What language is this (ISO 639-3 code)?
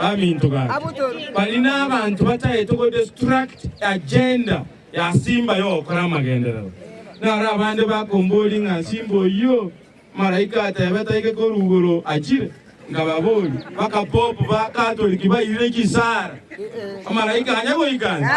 guz